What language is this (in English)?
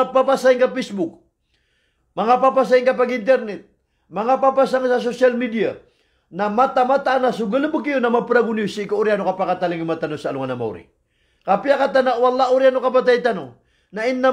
Maranao